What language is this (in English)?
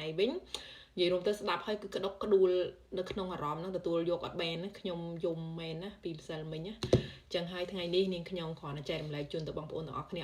Khmer